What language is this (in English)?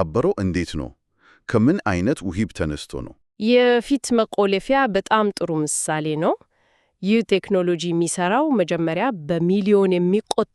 Amharic